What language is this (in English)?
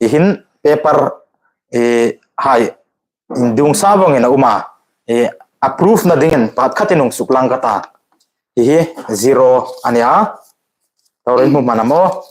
Hmar